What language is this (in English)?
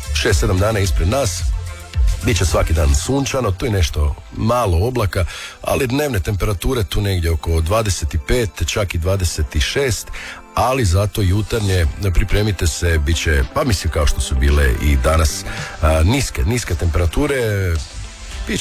Croatian